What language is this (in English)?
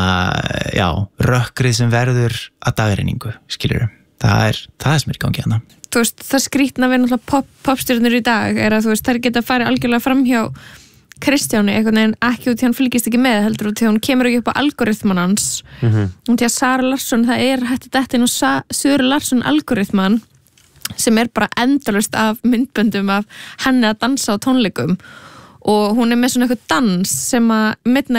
Icelandic